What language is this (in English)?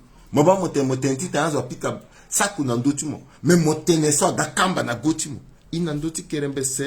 Sango